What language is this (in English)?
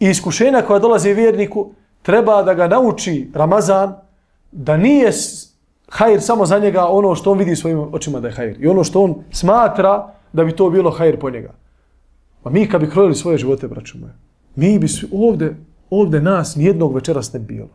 Bosnian